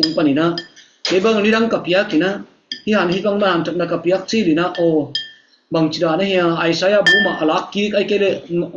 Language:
Tedim Chin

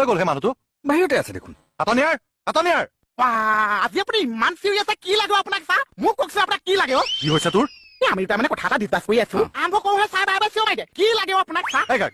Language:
Assamese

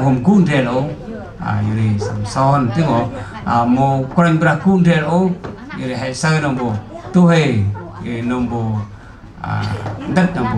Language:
Central Mnong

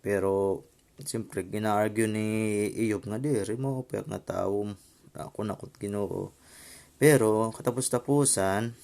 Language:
Waray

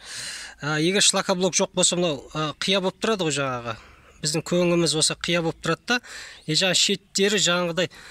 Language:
Kazakh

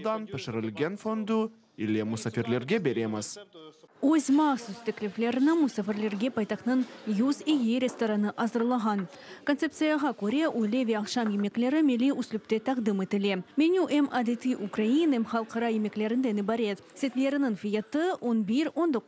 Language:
Crimean Tatar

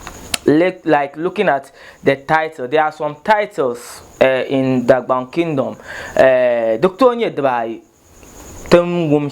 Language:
Dagbani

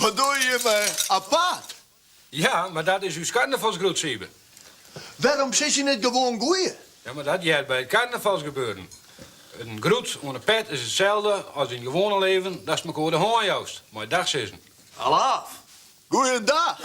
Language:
Western Frisian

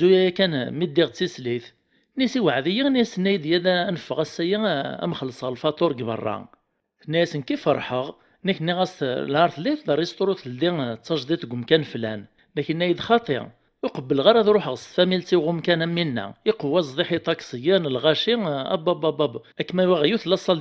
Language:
Kabyle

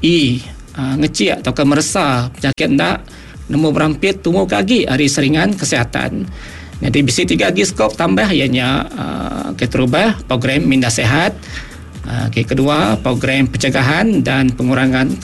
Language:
Iban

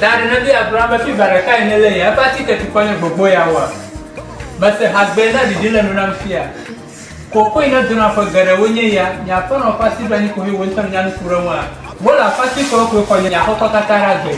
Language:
Ewe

